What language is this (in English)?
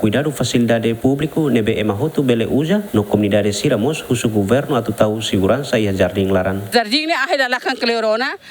Tetum